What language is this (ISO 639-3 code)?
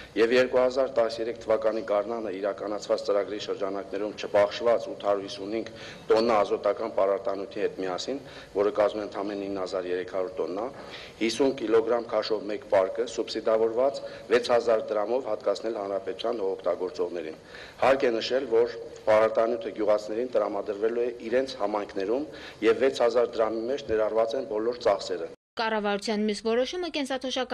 hye